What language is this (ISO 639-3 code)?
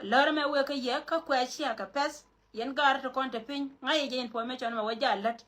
nus